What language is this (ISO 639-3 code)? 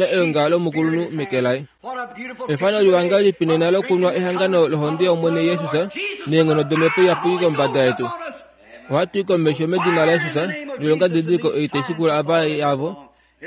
kua